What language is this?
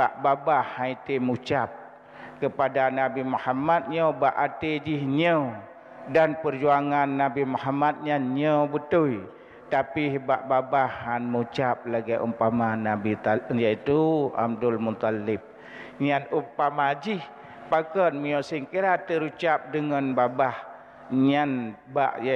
Achinese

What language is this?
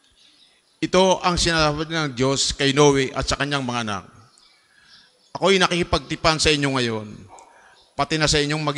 Filipino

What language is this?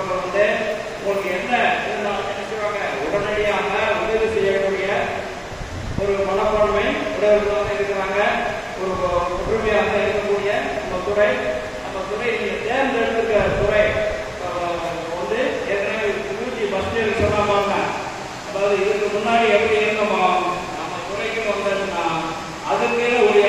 Tamil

